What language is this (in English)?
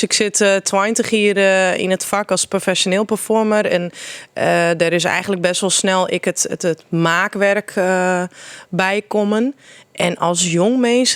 Western Frisian